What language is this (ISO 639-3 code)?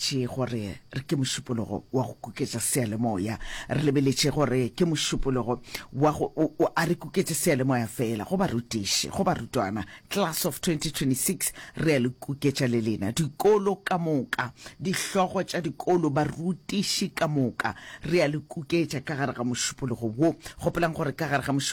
nso